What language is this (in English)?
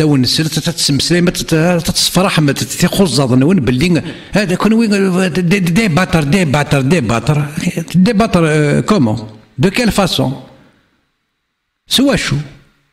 Kabyle